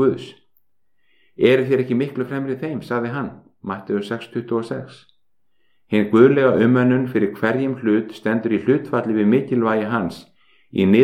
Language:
Icelandic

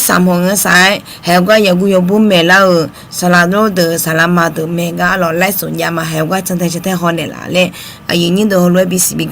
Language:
Akha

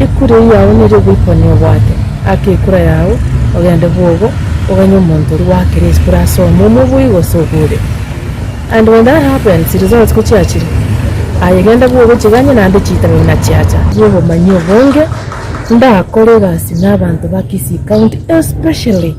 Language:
Gusii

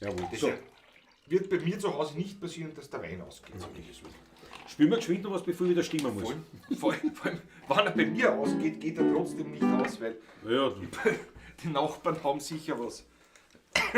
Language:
Bavarian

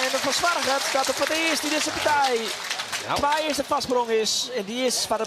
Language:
Western Frisian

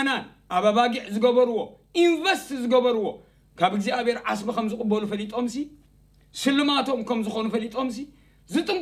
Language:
Tigrinya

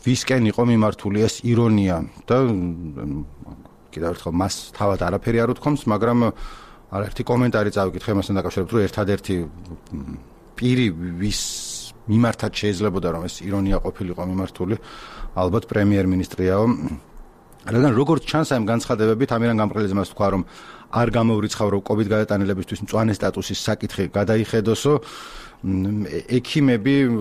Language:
Georgian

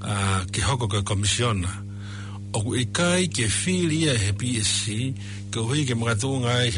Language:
Tongan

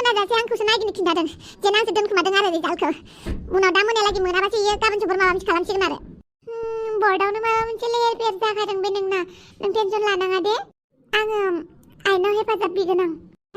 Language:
Bodo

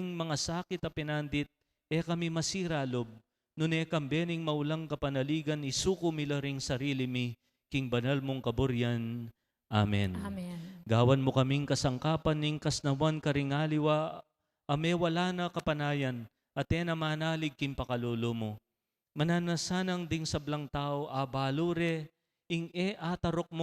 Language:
Pampanga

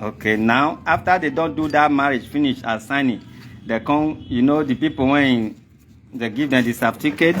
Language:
Nigerian Pidgin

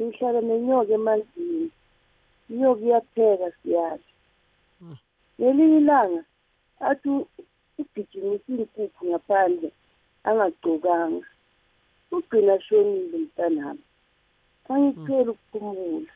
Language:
South Ndebele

